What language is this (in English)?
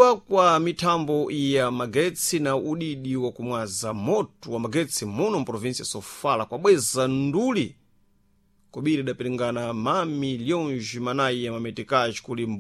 Sena